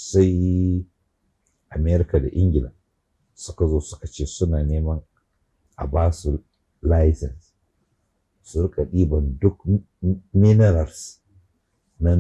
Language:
Hausa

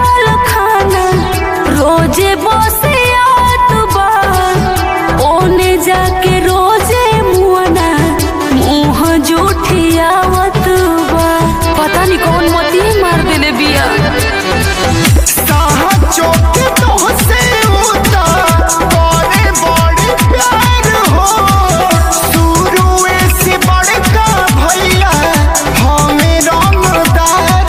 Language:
Bhojpuri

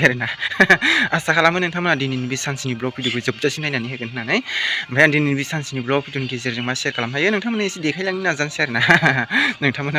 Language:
Bodo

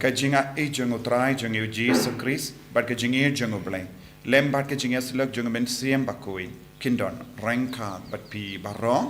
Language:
Khasi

